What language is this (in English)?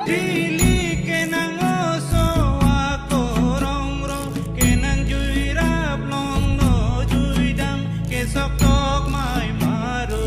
Karbi